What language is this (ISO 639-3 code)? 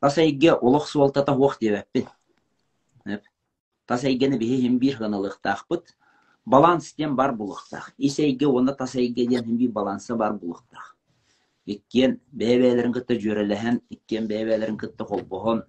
sah